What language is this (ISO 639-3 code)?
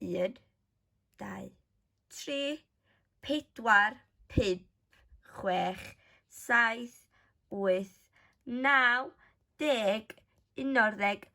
cym